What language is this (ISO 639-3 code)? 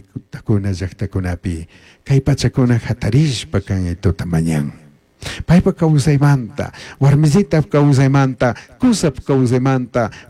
qug